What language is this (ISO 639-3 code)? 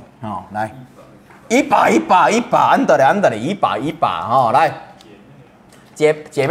zho